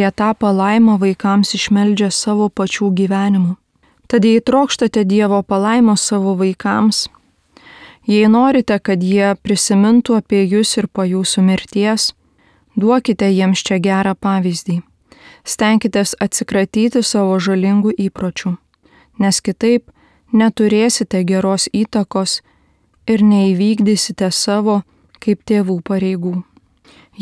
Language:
Lithuanian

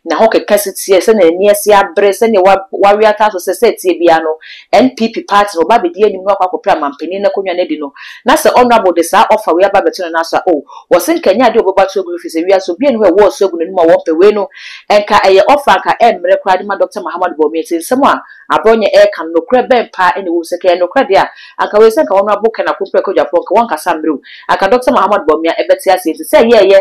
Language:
Akan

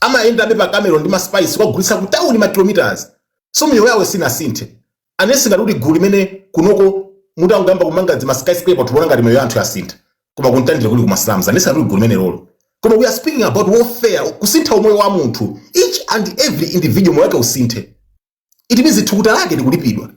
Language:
Nyanja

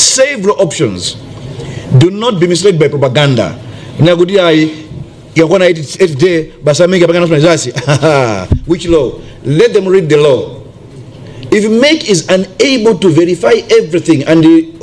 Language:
Nyanja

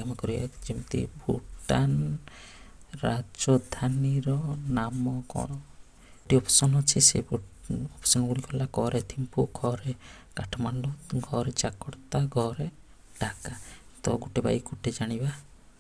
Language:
Odia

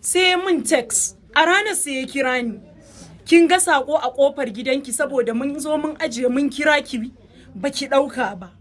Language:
Hausa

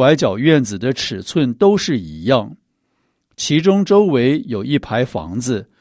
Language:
Chinese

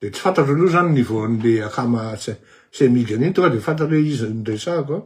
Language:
Malagasy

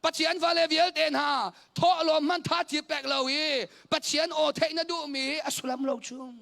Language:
Hakha Chin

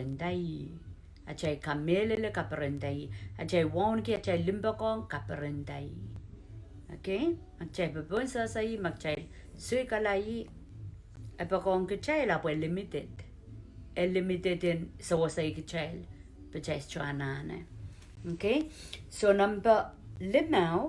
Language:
Pohnpeian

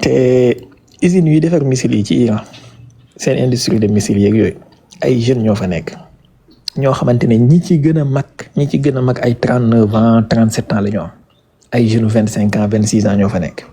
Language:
Wolof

